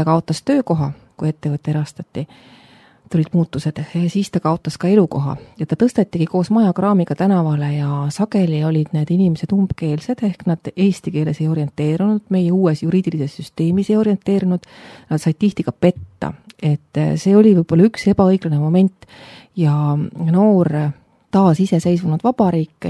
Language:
Estonian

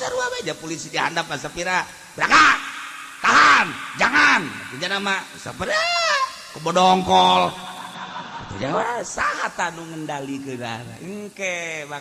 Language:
Sundanese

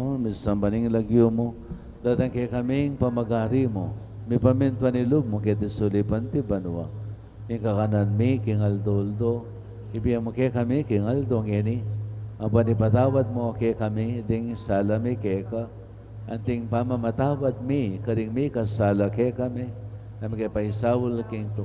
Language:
Pampanga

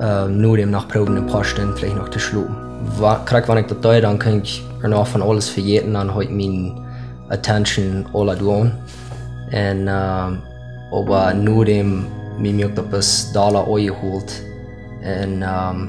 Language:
Plautdietsch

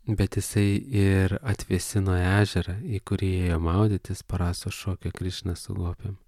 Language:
Lithuanian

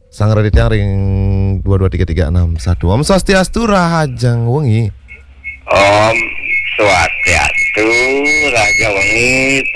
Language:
Balinese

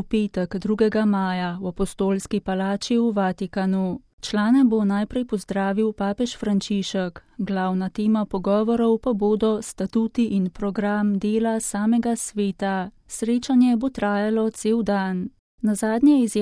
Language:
Slovenian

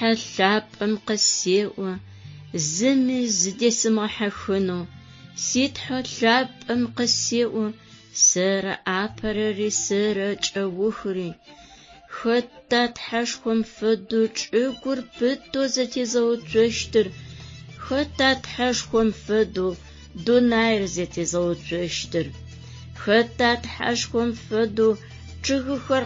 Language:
Adyghe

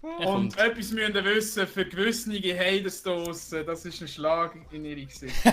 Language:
Swiss German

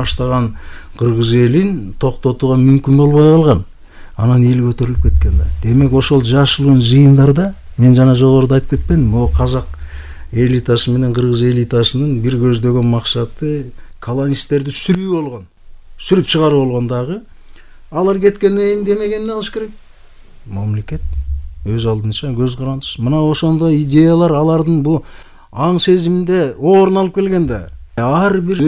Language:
Kyrgyz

